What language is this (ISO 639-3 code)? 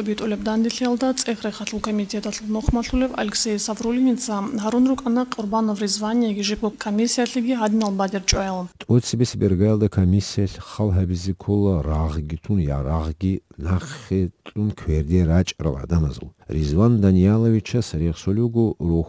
ava